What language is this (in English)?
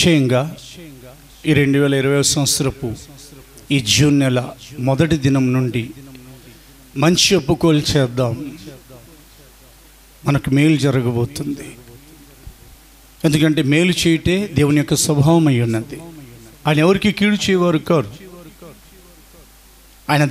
Telugu